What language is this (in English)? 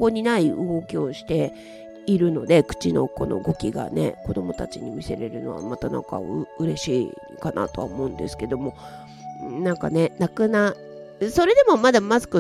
Japanese